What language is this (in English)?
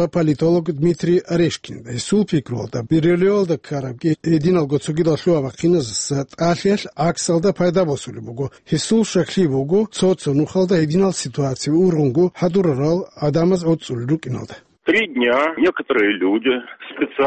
Avaric